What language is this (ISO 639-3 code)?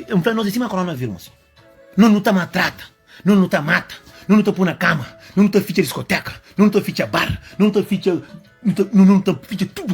kea